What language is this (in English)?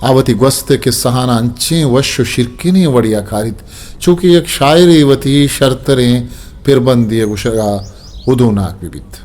Eastern Balochi